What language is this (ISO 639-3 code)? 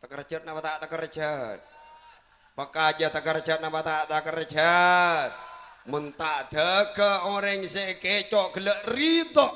mad